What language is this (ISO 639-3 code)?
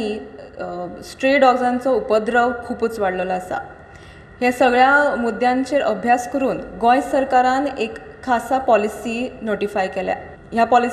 kok